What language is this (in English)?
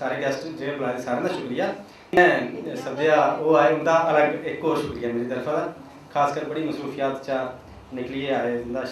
Dogri